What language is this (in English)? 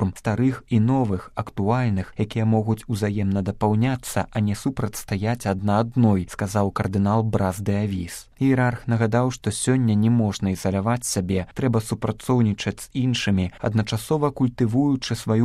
Belarusian